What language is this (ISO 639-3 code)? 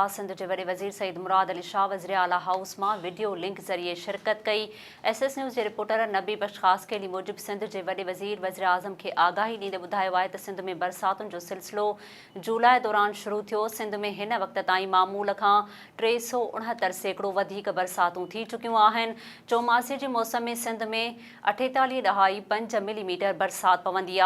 snd